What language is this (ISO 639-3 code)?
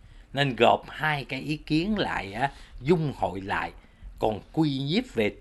vie